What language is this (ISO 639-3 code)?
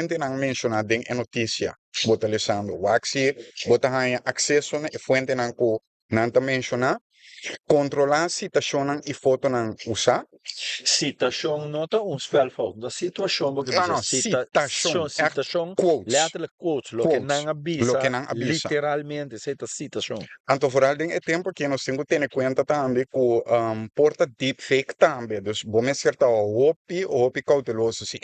pap